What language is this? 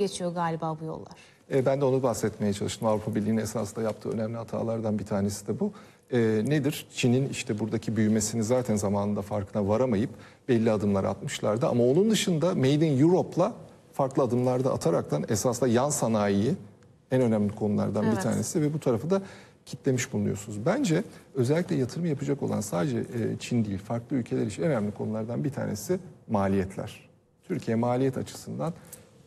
Turkish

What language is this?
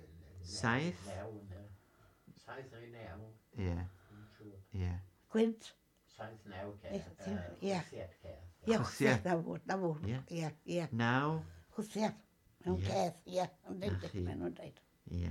Welsh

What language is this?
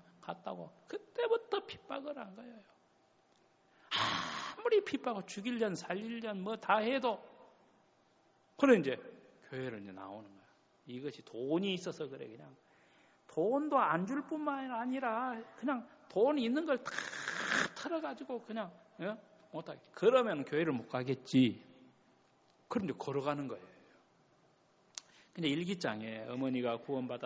Korean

